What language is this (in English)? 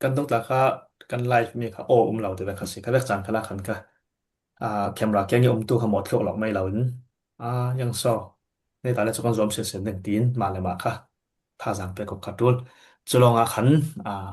Falam Chin